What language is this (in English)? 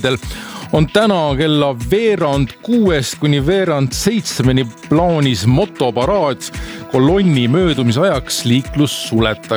Estonian